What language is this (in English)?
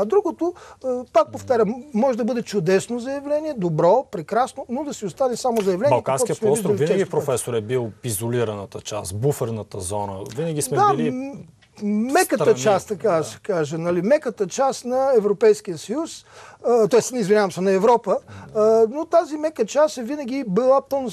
Bulgarian